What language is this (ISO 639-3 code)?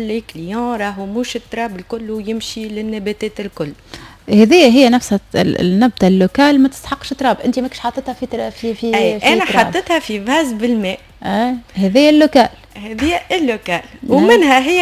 aeb